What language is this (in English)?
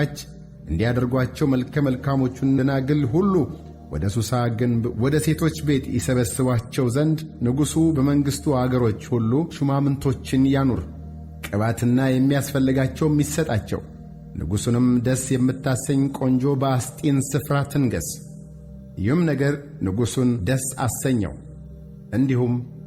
Amharic